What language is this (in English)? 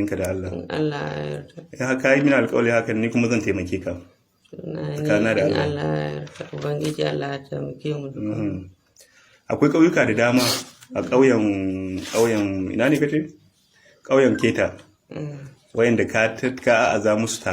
Hausa